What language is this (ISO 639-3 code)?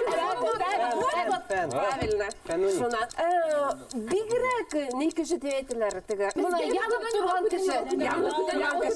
bak